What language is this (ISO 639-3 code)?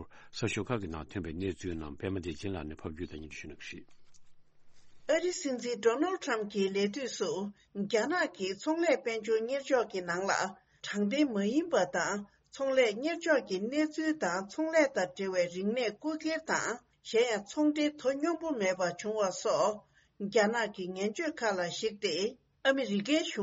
bod